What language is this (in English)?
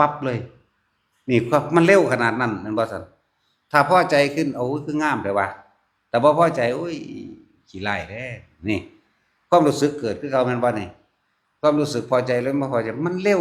Northeastern Thai